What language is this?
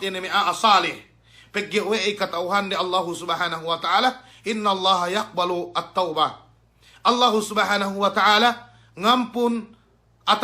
Yakan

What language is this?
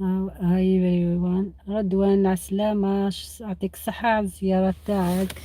Algerian Arabic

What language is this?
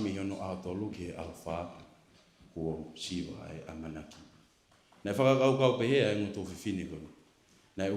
Tongan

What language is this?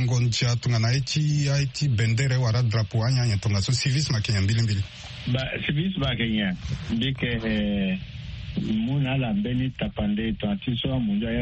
Sango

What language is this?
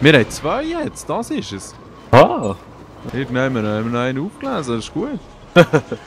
Swiss German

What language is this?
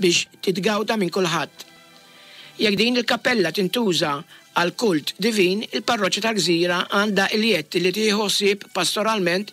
Maltese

